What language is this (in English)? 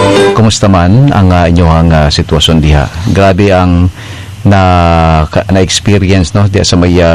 Cebuano